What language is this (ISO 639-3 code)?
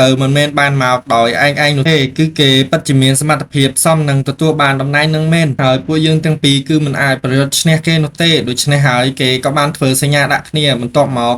khm